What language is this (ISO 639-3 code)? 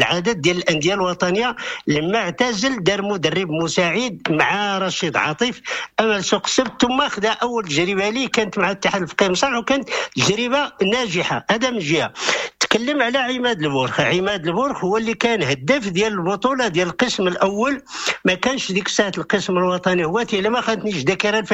ary